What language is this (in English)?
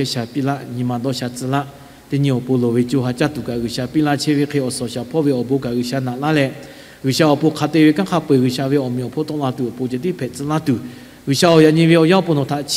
Lahu